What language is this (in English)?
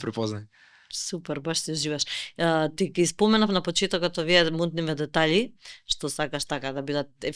Macedonian